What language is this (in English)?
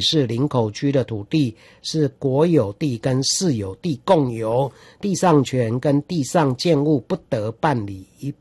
Chinese